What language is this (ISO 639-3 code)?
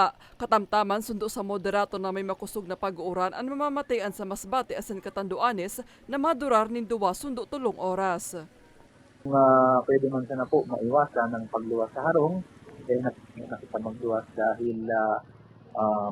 bik